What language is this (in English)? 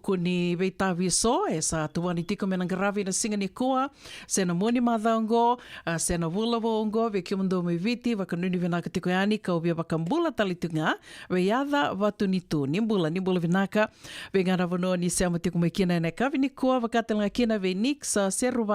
Fijian